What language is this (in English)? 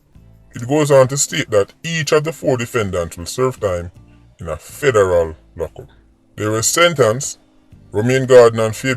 Jamaican Creole English